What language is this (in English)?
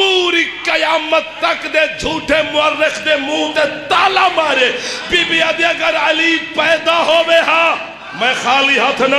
Saraiki